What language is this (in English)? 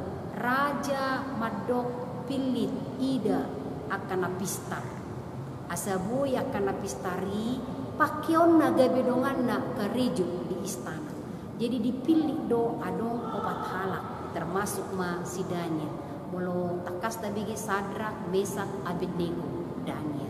Batak Toba